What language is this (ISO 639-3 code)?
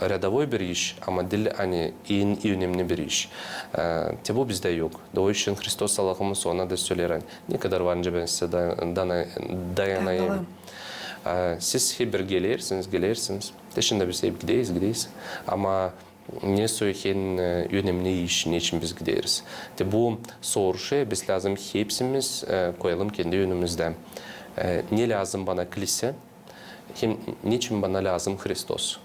gag